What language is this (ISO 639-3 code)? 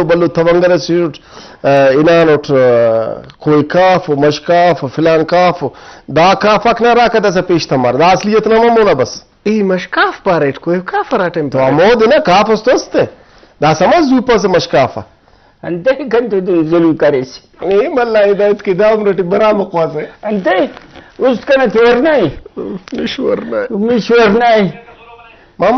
brh